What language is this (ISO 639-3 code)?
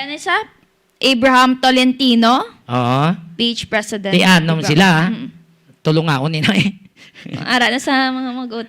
hil